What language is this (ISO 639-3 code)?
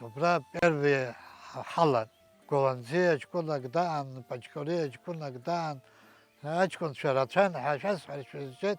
abk